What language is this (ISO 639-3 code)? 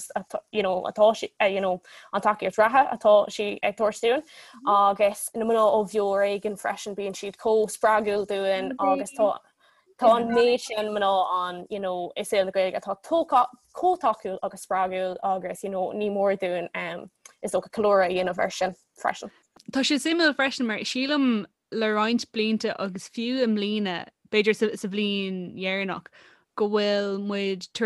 gle